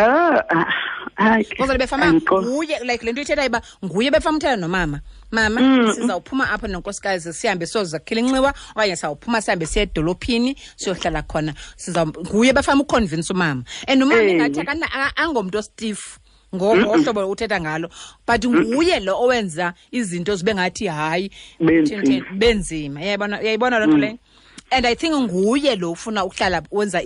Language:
Xhosa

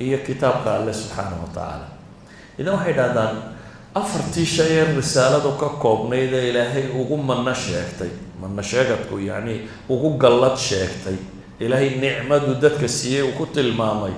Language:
Somali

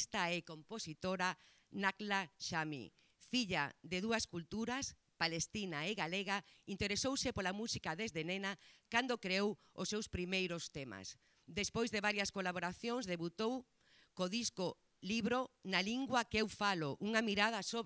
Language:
Galician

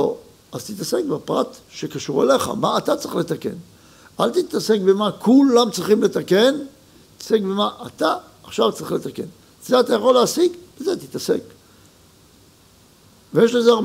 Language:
Hebrew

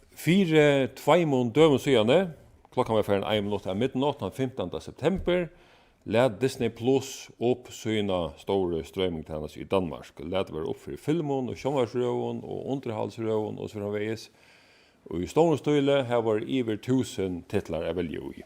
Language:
Faroese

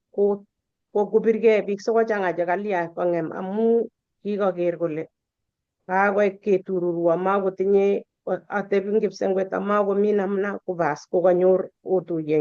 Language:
Kalenjin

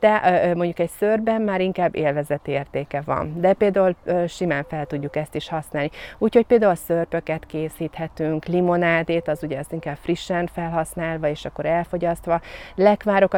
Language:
Hungarian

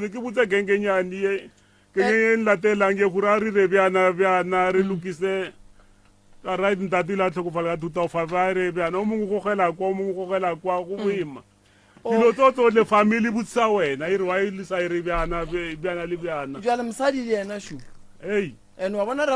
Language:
Northern Sotho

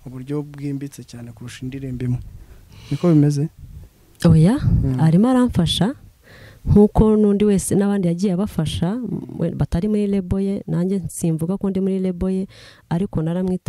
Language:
Kinyarwanda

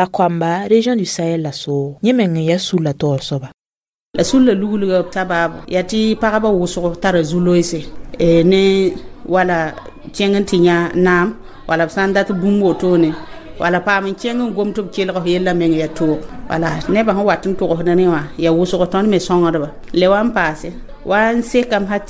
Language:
Mossi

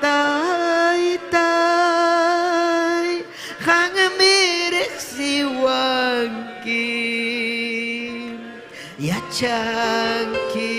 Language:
Ayacucho Quechua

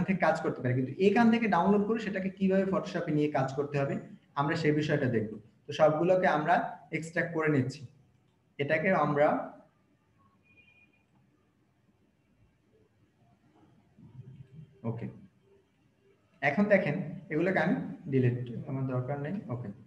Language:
Bangla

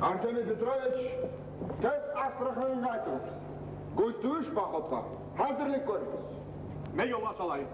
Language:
Kumyk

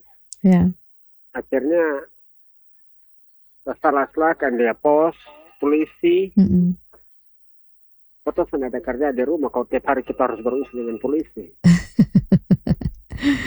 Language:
Indonesian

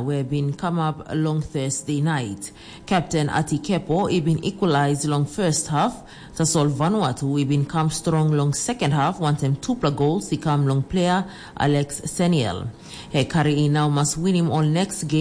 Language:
Tok Pisin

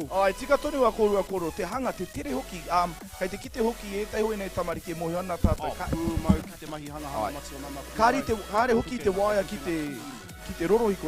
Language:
Māori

